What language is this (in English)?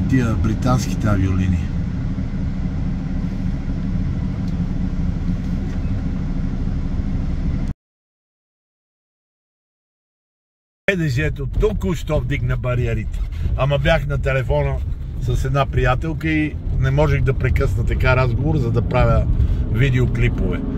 Bulgarian